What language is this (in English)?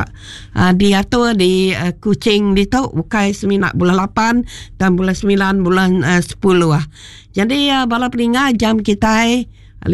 Iban